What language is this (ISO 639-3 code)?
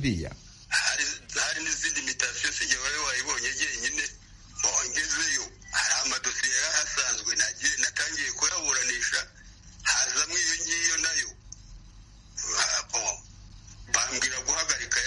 kin